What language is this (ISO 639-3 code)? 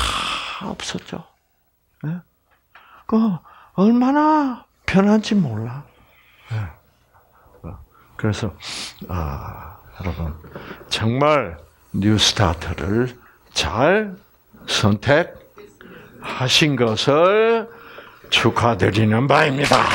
kor